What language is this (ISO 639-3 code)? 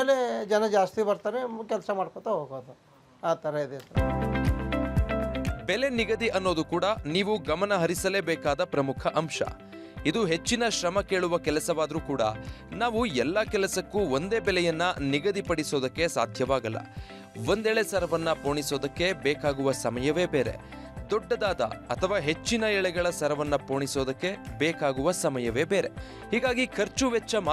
kan